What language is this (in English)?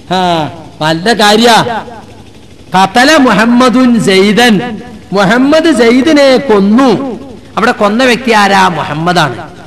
Malayalam